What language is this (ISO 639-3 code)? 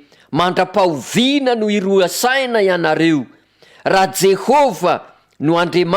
mlg